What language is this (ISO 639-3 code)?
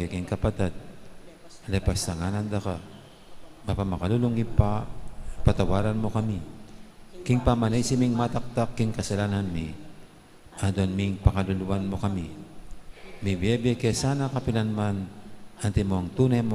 pam